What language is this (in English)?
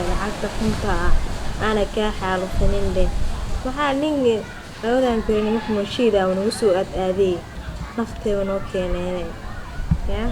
Somali